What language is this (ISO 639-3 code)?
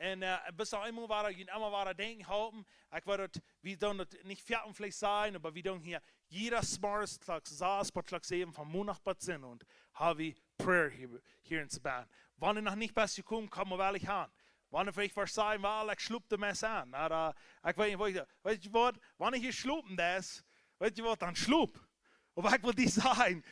pdt